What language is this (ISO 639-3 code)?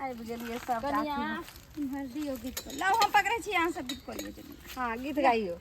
mai